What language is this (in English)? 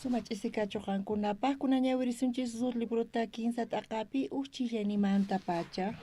South Bolivian Quechua